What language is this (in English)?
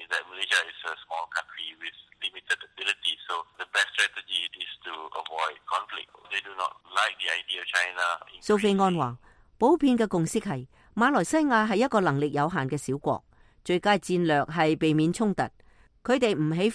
Cantonese